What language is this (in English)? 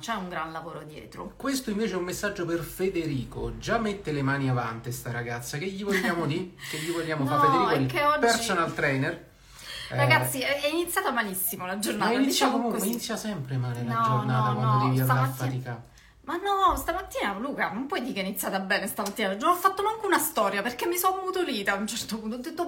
Italian